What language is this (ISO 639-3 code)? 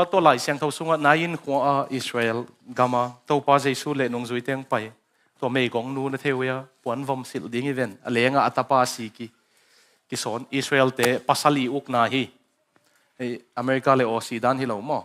ctd